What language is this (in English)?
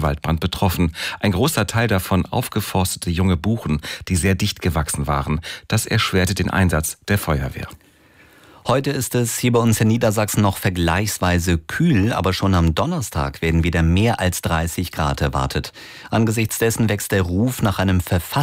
German